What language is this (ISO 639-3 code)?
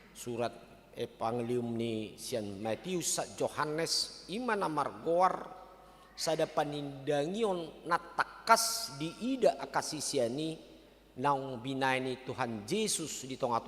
bbc